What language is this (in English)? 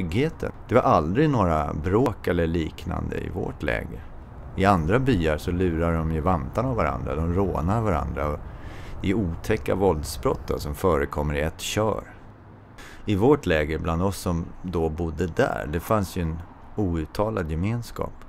Swedish